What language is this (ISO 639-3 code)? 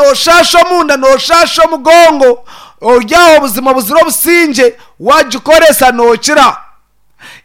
nyn